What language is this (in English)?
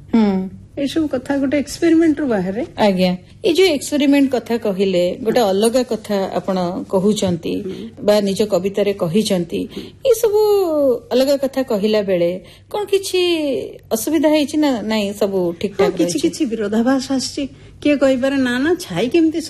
Odia